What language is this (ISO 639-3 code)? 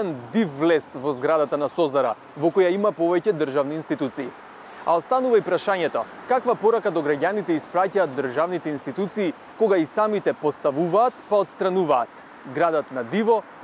mkd